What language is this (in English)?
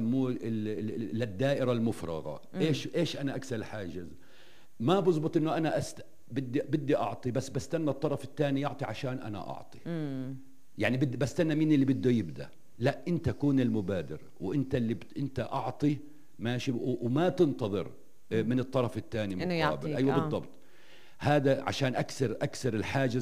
North Levantine Arabic